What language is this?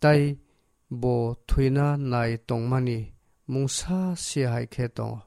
Kok Borok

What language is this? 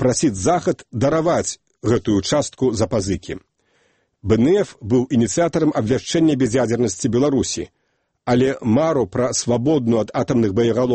Belarusian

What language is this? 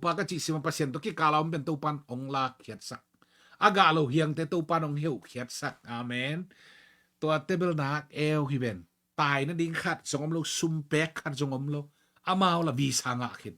Tedim Chin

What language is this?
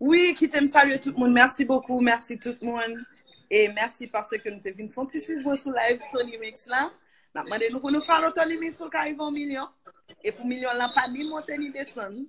Haitian Creole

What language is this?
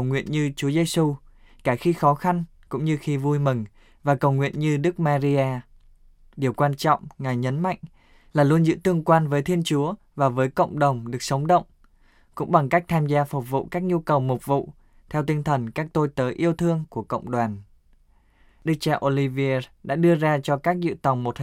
Vietnamese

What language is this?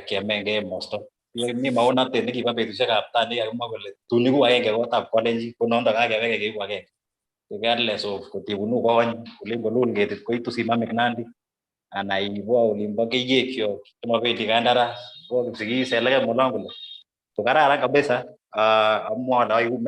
Kalenjin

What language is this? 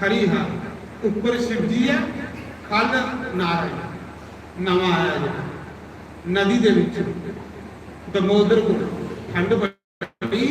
Dogri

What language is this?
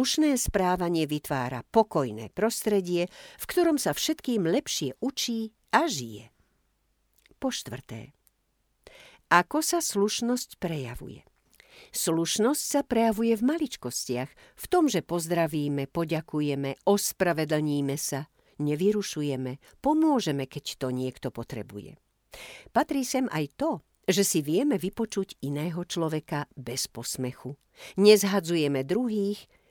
Slovak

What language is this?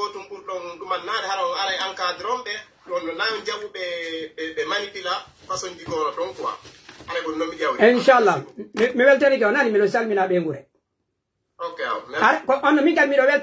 Pular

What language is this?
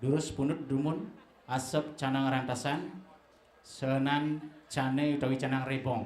Balinese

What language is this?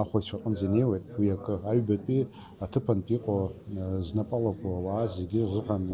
Abkhazian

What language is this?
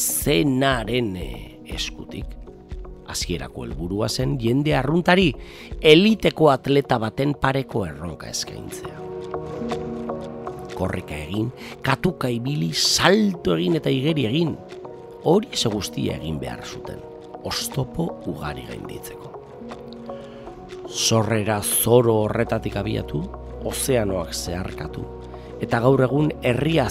Basque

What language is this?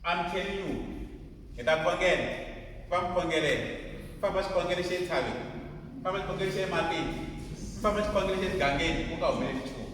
Tsonga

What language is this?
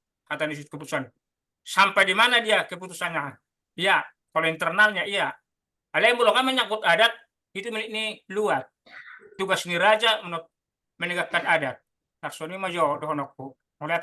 Batak Toba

